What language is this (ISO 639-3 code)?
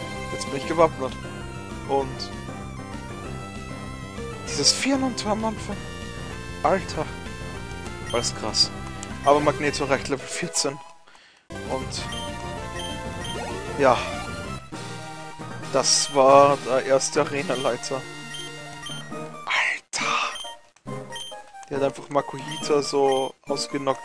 deu